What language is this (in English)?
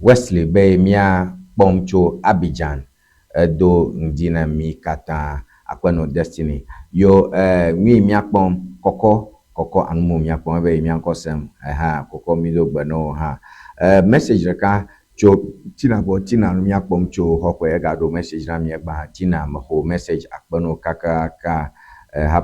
Ewe